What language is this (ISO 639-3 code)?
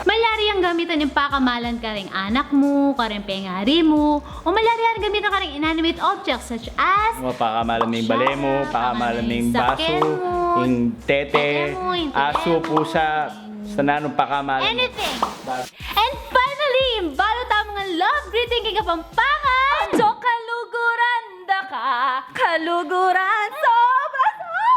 pam